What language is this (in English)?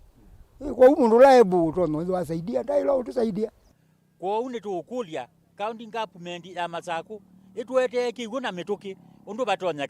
Kamba